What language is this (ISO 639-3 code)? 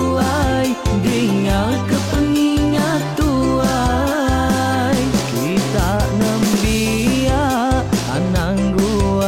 iba